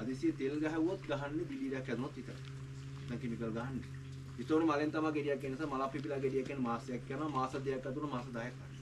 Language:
Sinhala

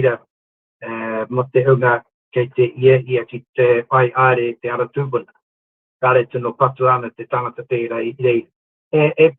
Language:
Māori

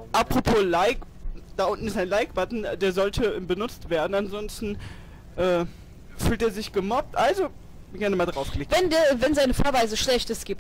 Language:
German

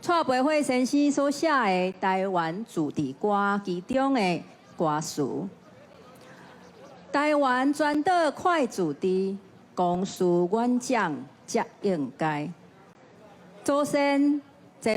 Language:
Min Nan Chinese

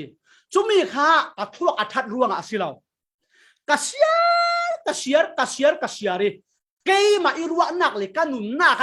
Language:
Falam Chin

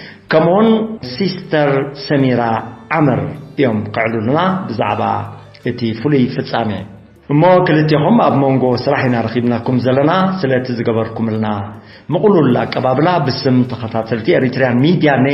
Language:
Tigrinya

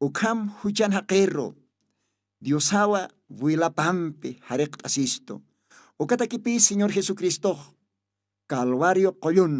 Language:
Aymara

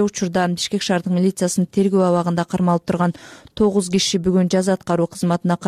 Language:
Kyrgyz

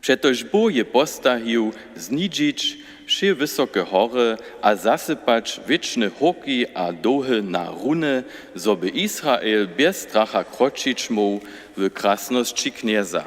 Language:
Upper Sorbian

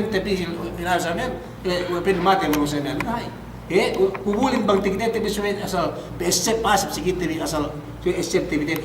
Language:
Yakan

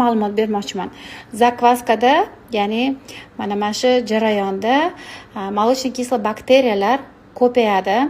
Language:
Uzbek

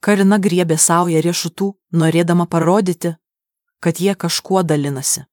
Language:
Lithuanian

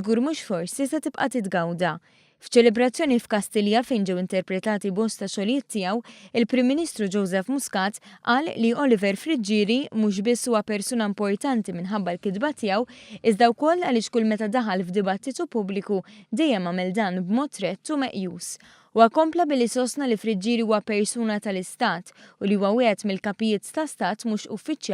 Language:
Maltese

